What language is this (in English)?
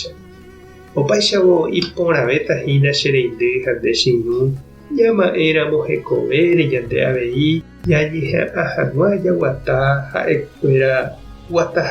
Guarani